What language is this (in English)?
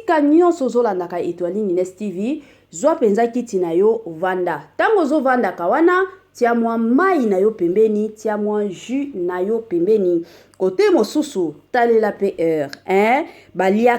Lingala